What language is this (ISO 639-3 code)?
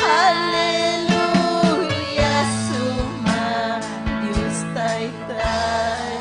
quy